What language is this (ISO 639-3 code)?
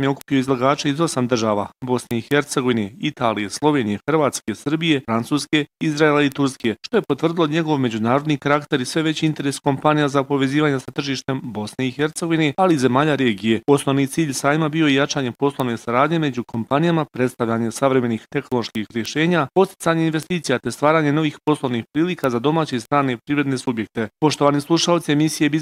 bos